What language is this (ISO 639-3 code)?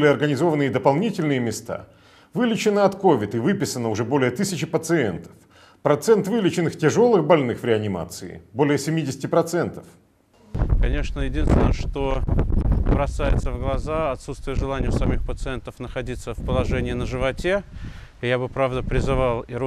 rus